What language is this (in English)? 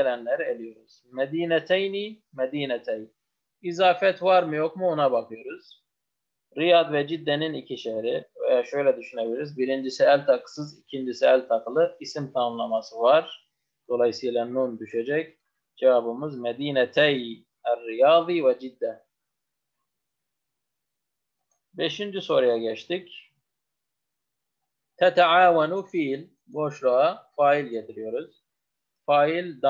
Turkish